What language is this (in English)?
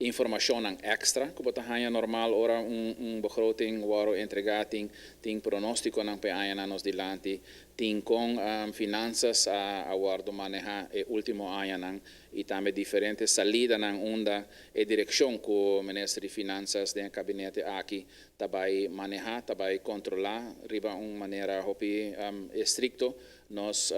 Papiamento